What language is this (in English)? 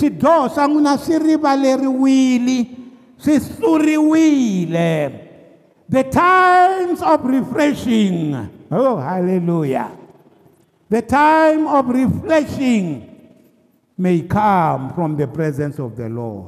Tsonga